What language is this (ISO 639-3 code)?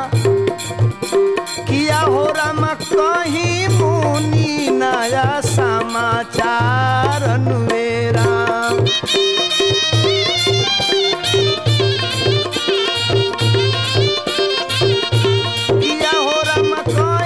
bho